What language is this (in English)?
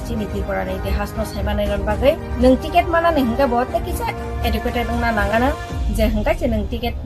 Kok Borok